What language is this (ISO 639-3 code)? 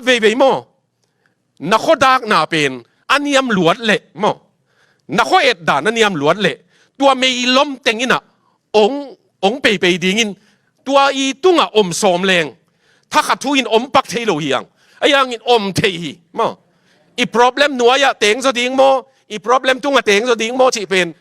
ctd